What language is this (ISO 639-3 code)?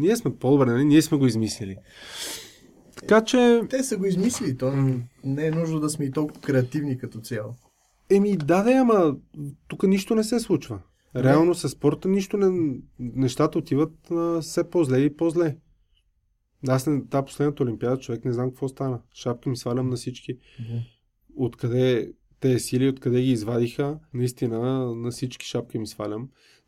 bul